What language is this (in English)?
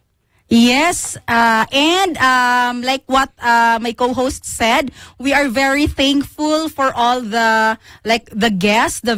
Filipino